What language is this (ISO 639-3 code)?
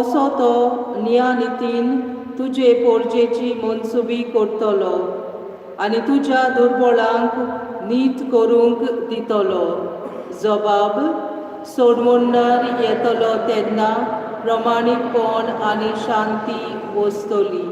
kok